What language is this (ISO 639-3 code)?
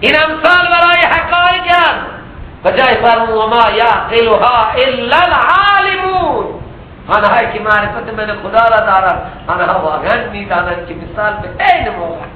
fas